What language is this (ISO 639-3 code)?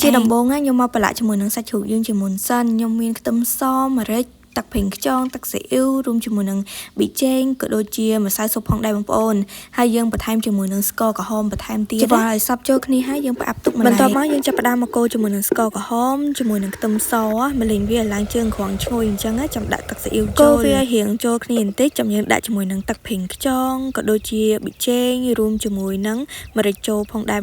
khm